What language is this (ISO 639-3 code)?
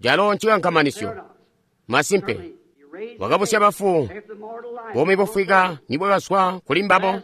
toi